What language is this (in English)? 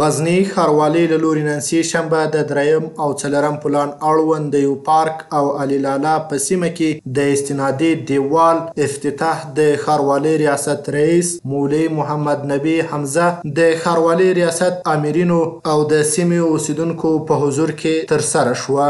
Pashto